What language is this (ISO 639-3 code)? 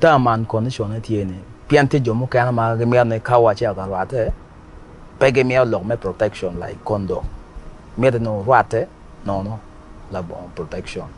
ach